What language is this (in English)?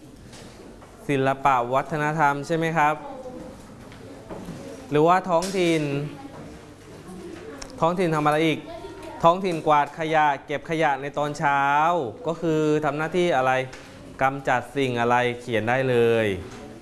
Thai